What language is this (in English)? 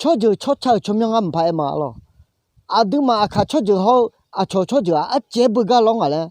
Akha